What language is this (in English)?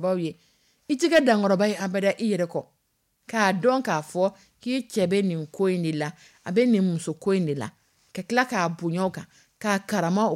Dyula